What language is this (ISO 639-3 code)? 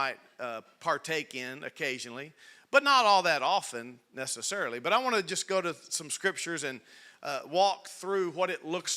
eng